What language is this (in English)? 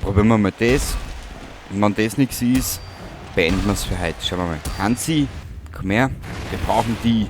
Bavarian